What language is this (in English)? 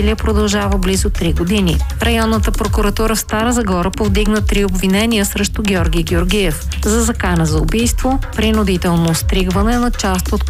Bulgarian